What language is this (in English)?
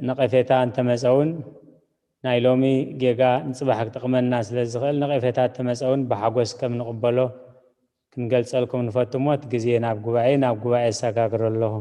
Tigrinya